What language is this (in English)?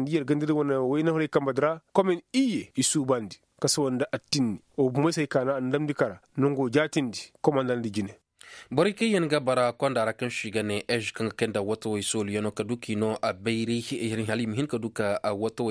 Koyraboro Senni